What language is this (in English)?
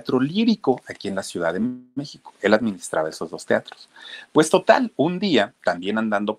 Spanish